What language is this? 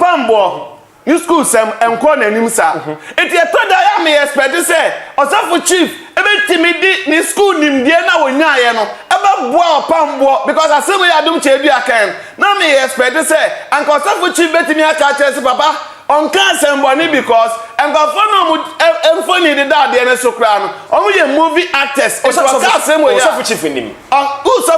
Akan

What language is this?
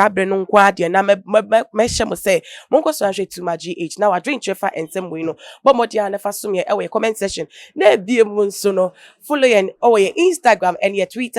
Akan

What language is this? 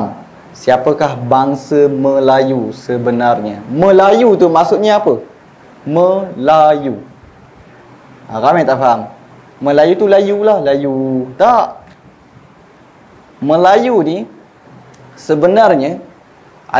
Malay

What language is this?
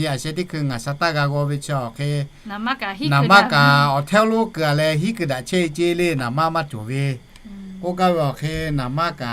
Lahu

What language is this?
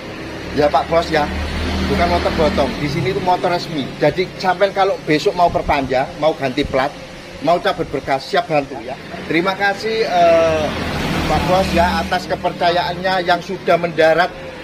Indonesian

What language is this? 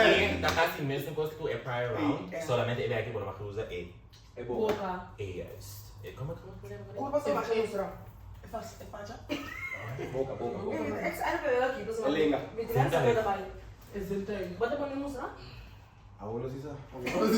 Papiamento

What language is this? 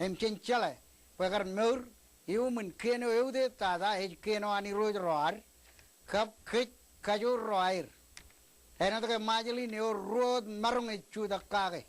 Marshallese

